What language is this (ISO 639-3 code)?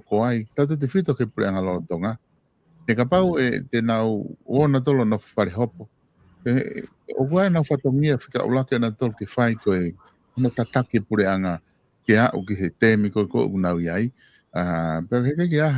ton